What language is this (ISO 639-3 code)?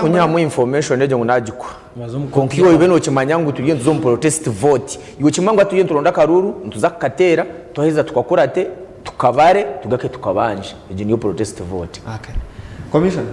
nyn